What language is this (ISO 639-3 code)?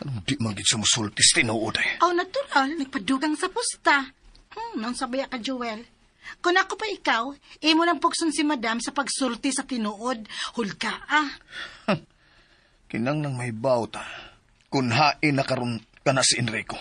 ceb